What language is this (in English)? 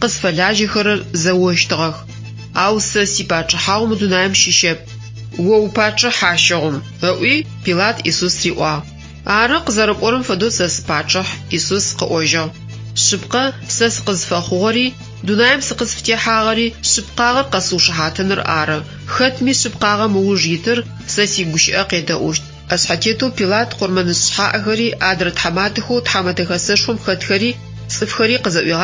Adyghe